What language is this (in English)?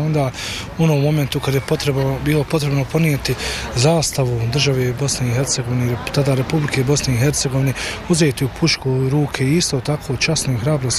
Bosnian